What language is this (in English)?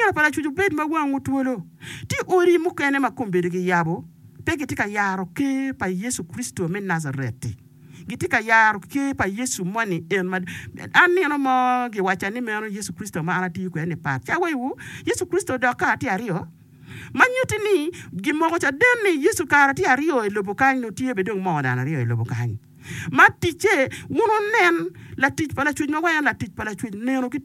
Acoli